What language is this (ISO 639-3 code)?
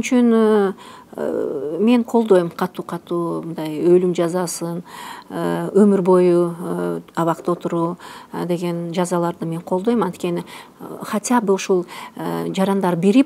kir